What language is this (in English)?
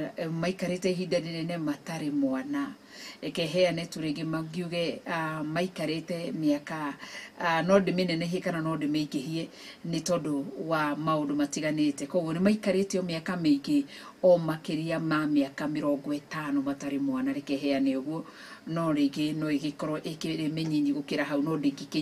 Kikuyu